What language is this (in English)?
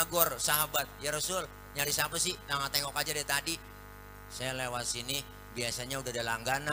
Betawi